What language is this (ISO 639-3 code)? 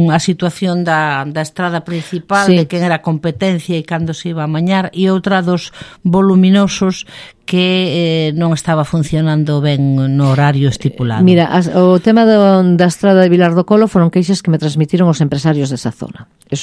glg